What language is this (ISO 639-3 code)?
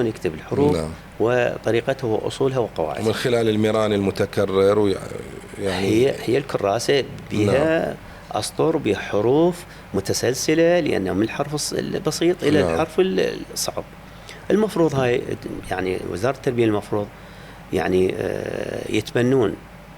acm